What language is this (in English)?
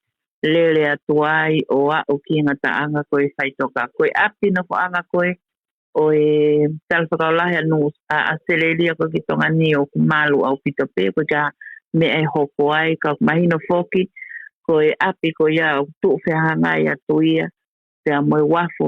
Tongan